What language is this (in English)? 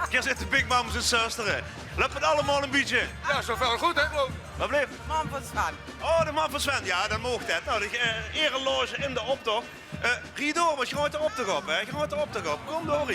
Limburgish